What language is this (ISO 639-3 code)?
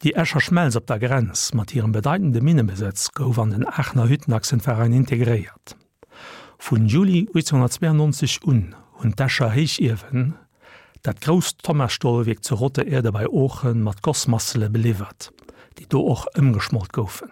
ltz